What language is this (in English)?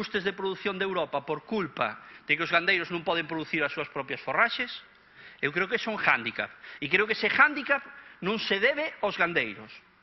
Galician